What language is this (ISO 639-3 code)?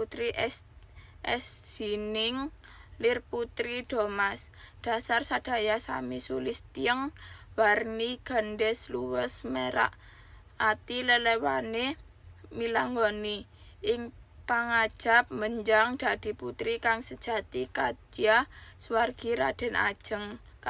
jav